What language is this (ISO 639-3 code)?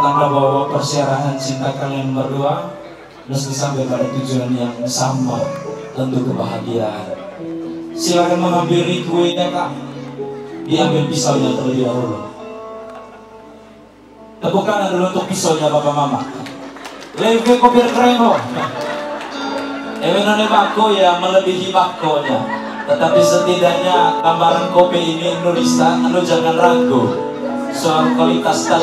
ind